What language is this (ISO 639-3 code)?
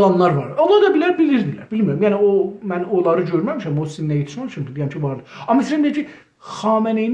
azb